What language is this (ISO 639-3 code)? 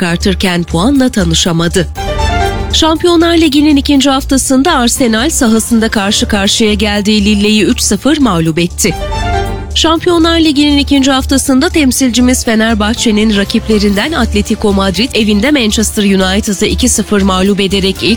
tur